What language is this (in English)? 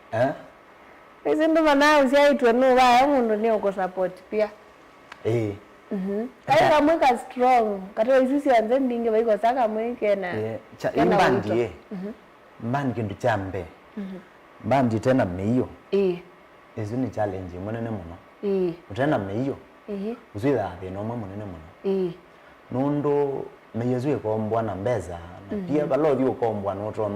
Kamba